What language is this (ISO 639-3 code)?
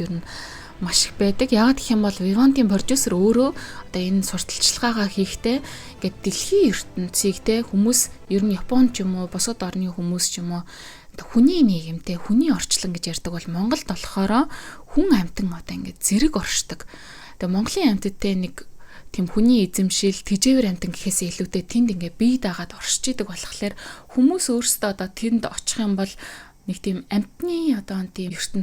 mon